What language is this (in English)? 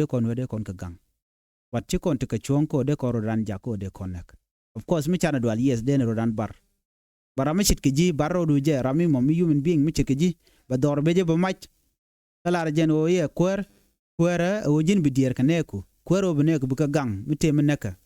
Nuer